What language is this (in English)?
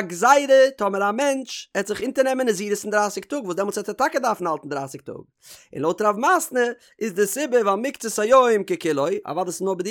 Yiddish